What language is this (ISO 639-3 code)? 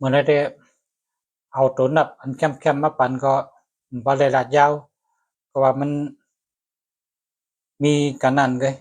shn